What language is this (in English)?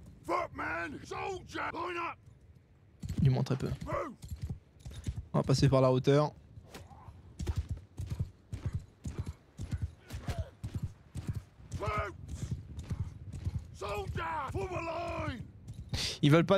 French